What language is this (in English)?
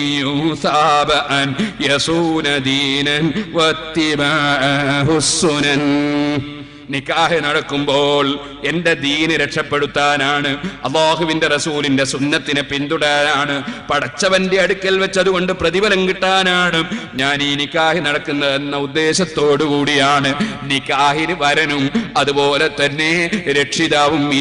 Malayalam